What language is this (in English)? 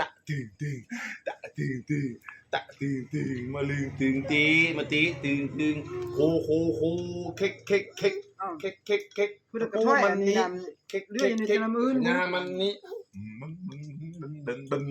Lao